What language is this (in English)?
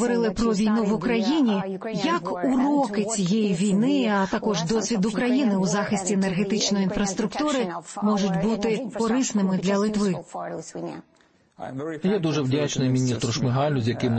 Ukrainian